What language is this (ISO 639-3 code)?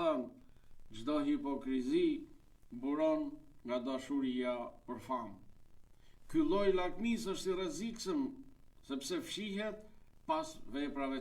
sqi